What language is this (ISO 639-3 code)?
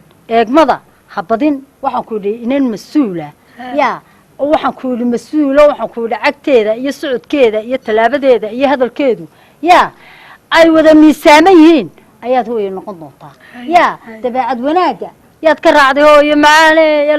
som